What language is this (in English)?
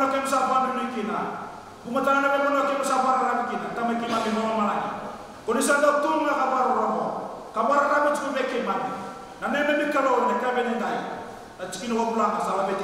Fijian